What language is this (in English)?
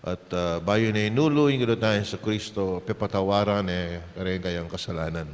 Pampanga